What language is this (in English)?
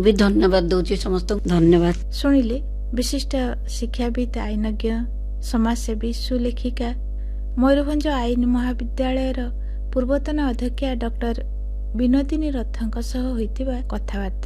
Odia